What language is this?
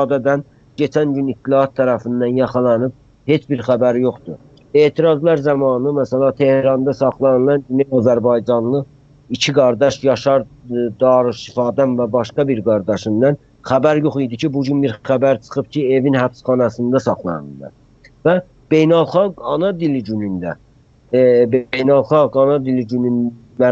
South Azerbaijani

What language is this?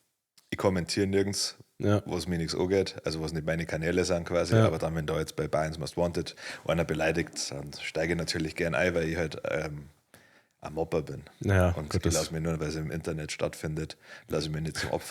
Bavarian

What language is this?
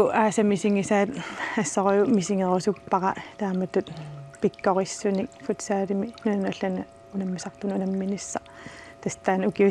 Kalaallisut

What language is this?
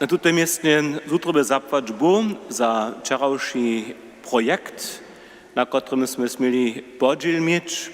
Upper Sorbian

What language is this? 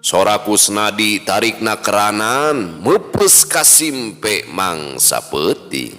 Sundanese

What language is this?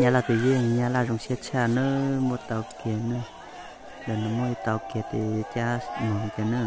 Hmong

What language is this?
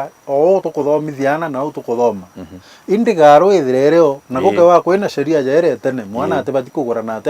Meru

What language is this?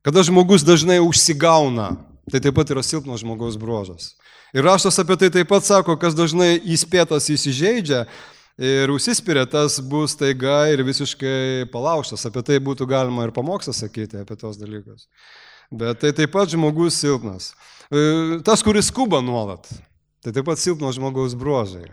Lithuanian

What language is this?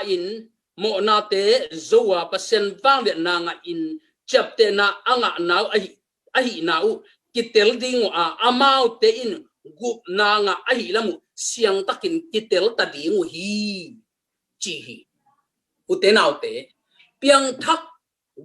Tedim Chin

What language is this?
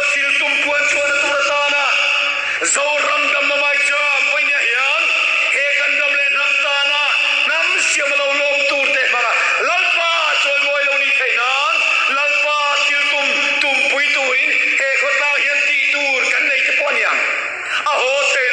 Mizo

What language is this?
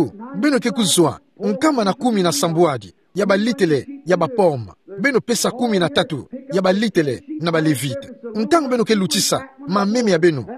Kituba (Democratic Republic of Congo)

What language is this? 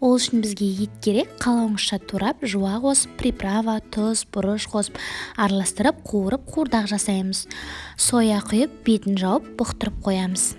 Kazakh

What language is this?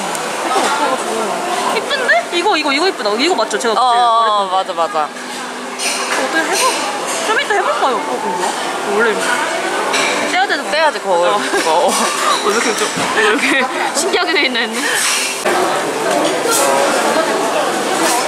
Korean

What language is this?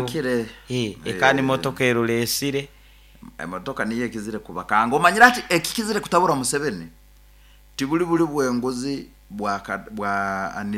Nyoro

